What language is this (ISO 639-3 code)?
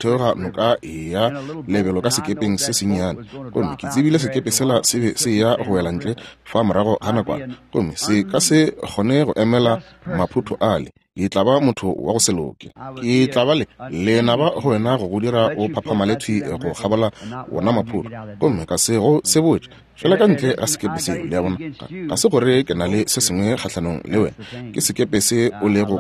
nso